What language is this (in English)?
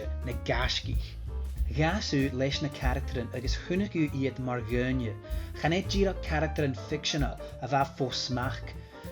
Scottish Gaelic